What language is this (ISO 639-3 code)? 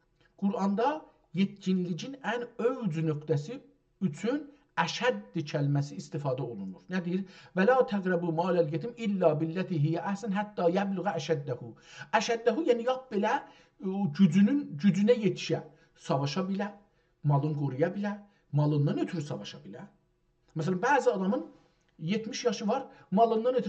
azb